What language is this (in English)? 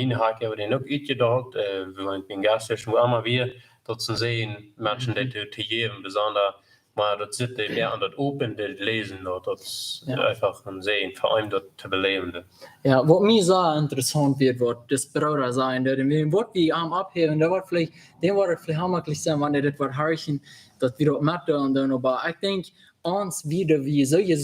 Plautdietsch